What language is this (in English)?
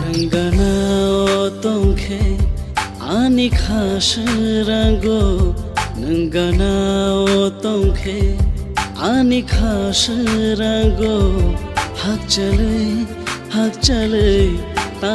Kok Borok